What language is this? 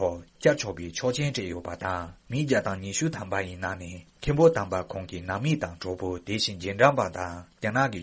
Tibetan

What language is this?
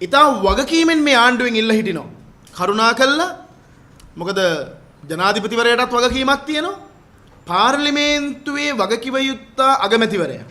Sinhala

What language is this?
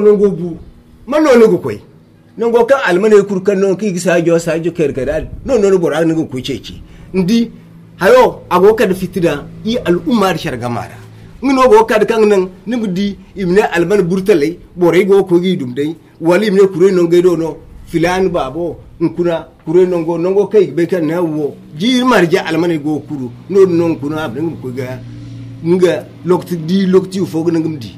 Zarma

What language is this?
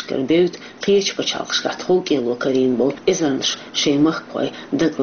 Chechen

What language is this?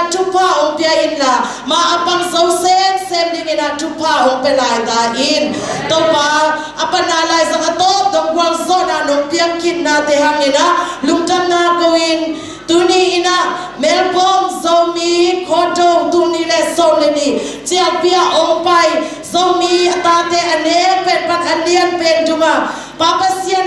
Tedim Chin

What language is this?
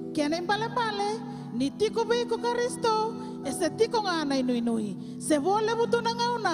Fijian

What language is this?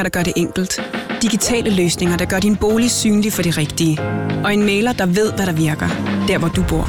Danish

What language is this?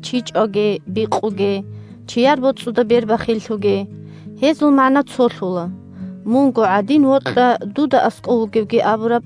Avaric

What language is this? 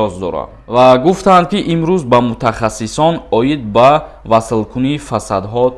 Tajik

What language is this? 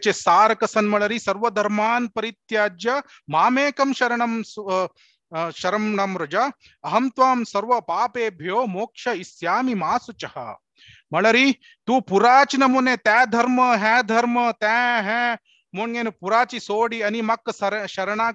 Konkani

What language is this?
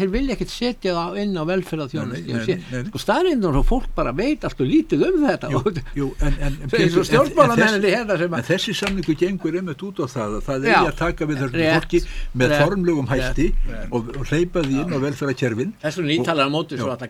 Icelandic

